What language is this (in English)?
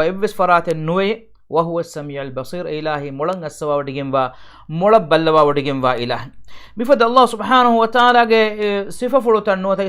Divehi